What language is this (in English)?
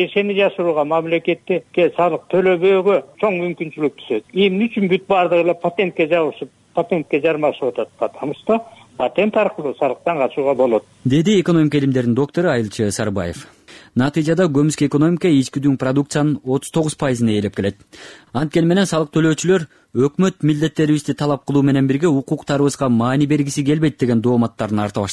Kyrgyz